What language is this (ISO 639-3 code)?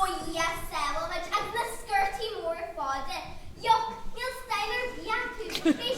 gle